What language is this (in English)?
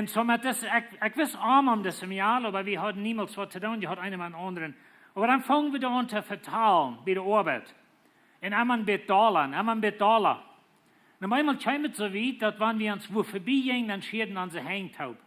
Plautdietsch